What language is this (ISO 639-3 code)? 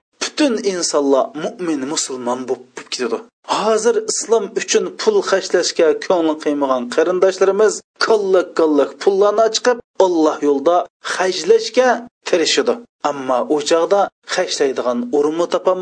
uig